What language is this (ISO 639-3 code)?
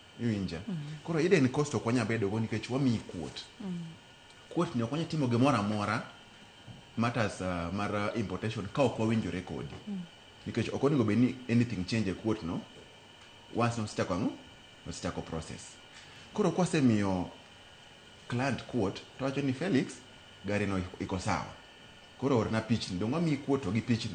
luo